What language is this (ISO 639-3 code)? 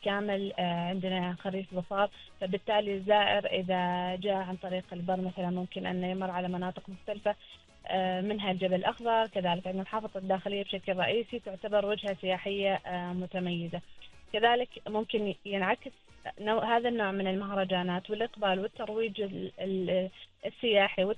ara